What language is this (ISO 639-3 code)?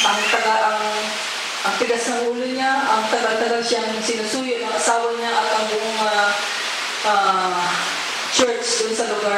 fil